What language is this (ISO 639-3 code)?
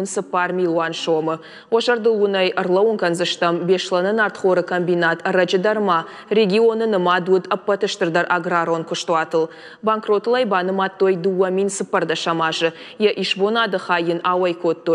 oss